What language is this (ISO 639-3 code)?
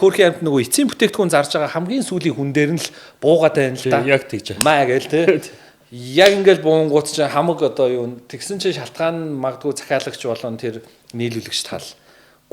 mon